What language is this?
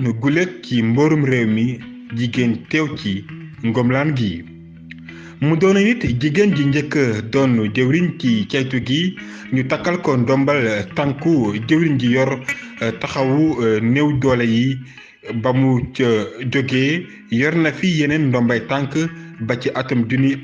Wolof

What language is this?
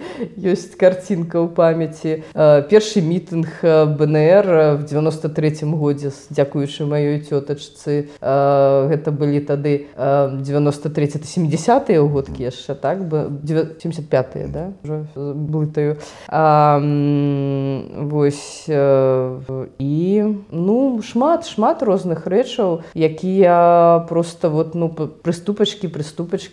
Belarusian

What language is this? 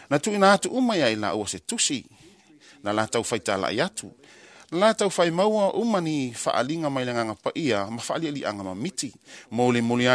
Samoan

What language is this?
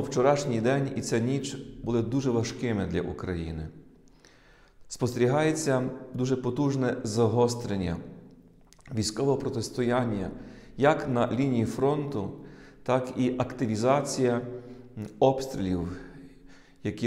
Ukrainian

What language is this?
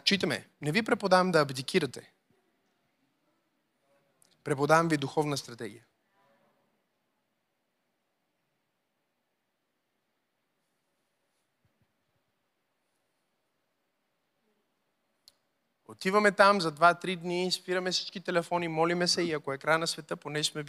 Bulgarian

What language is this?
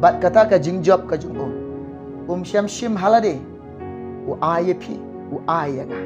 Khasi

